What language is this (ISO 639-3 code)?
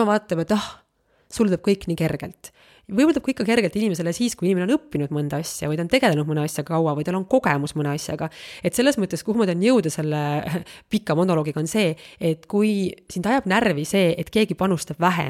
est